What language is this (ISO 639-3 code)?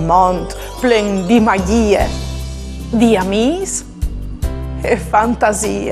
fur